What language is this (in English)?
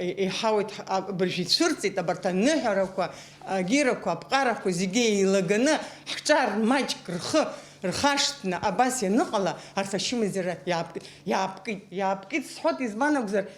Abkhazian